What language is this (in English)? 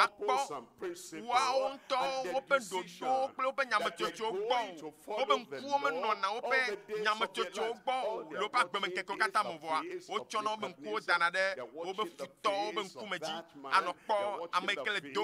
Ewe